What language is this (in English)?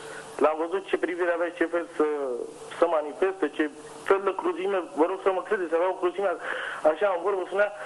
Romanian